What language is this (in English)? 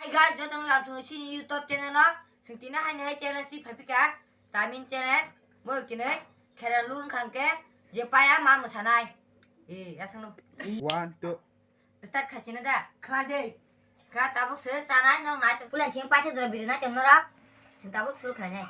Kok Borok